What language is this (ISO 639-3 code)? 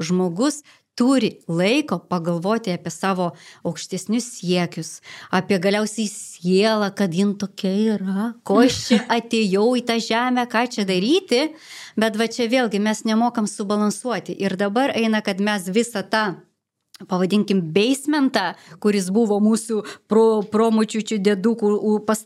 lit